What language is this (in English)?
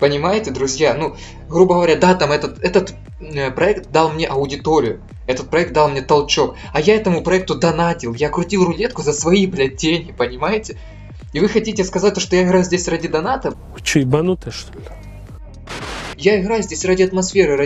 Russian